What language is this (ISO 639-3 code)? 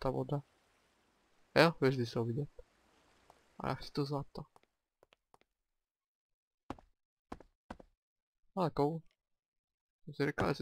ces